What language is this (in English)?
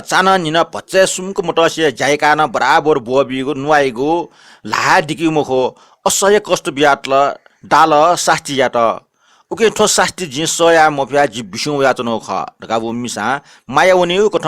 Newari